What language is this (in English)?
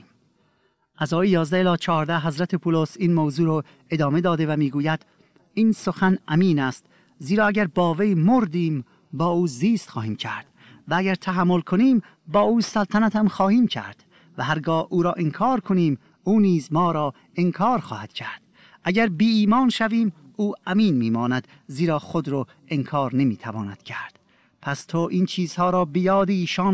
Persian